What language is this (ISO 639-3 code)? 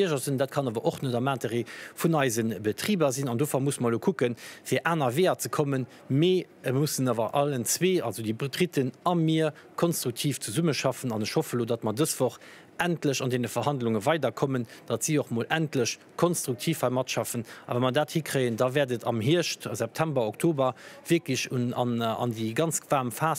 ltz